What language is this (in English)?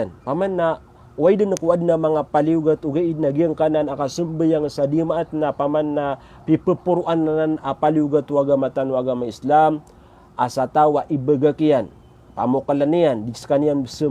Maranao